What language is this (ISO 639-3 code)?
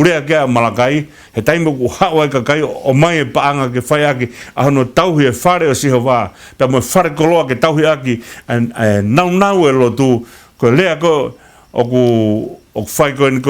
ton